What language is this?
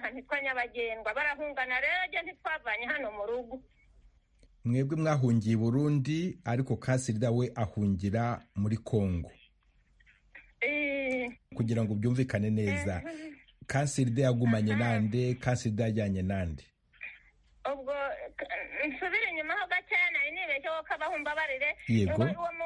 Kinyarwanda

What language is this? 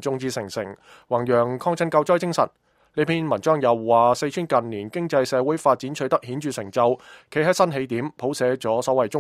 Cantonese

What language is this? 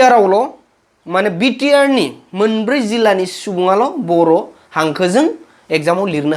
Bodo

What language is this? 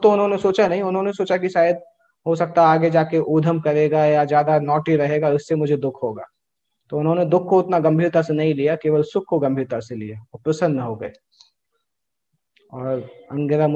Hindi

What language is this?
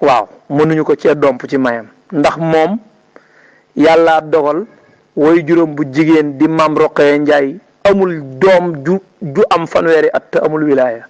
Wolof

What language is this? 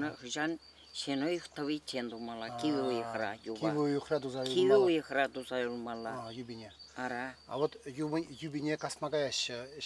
Chuvash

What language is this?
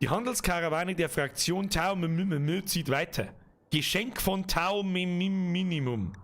Bavarian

